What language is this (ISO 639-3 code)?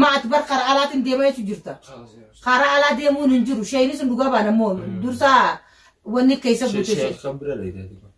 orm